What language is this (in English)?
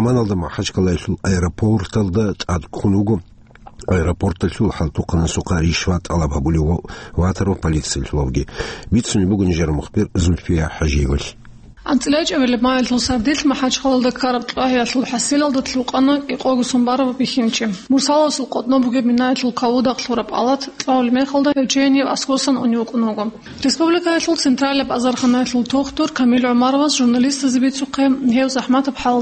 Avaric